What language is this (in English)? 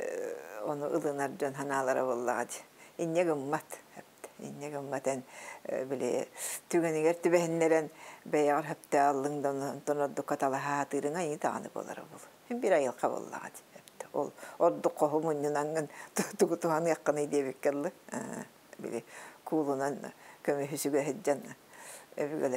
Yakut